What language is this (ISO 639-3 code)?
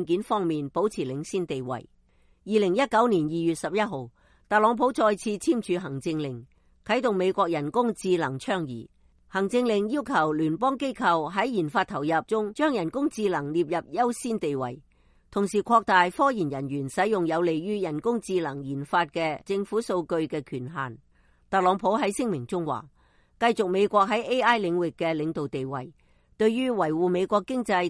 yue